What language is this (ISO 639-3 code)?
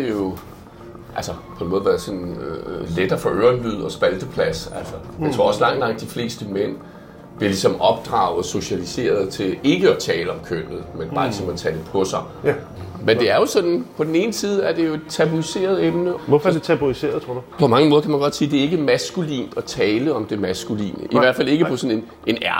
dan